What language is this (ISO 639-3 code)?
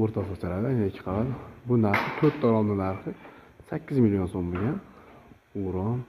uzb